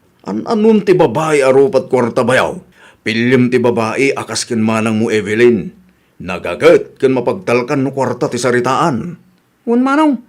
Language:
Iloko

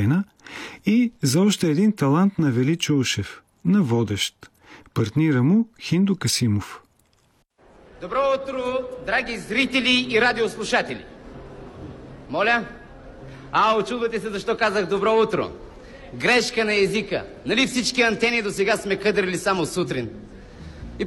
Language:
Bulgarian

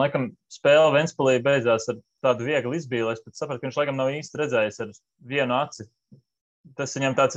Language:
Latvian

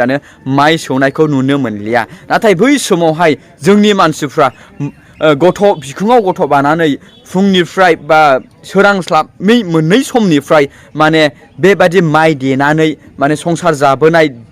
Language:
Bodo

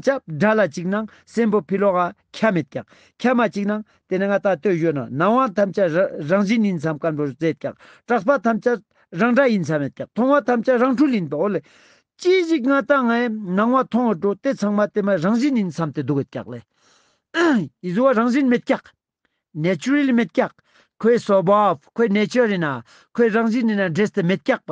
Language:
Ladakhi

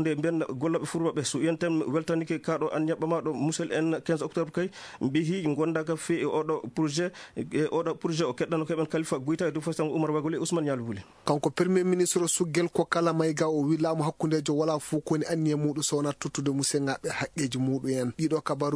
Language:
Fula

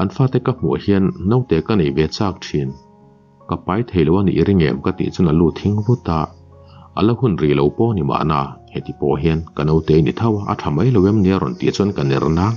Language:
Mizo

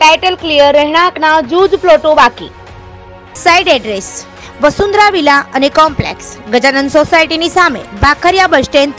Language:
Gujarati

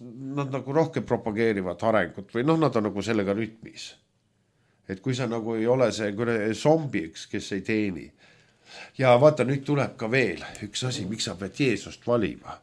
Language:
Estonian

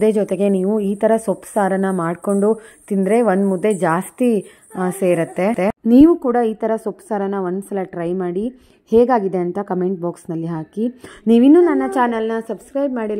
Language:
Kannada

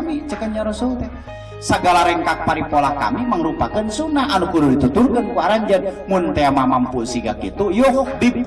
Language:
Sundanese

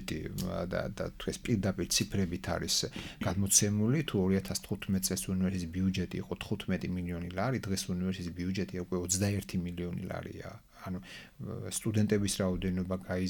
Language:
Georgian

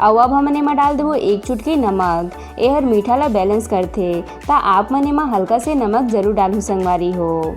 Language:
Chhattisgarhi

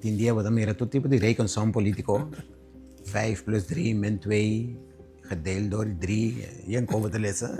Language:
Papiamento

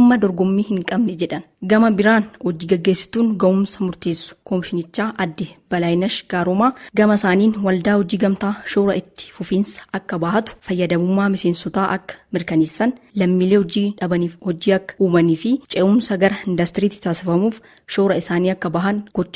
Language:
Oromo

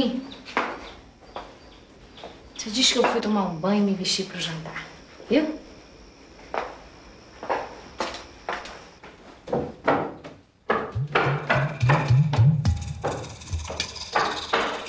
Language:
Portuguese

